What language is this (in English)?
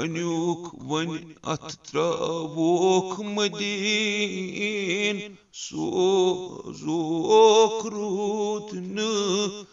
Kashmiri